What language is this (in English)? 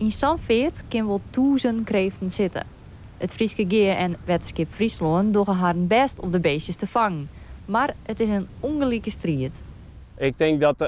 Western Frisian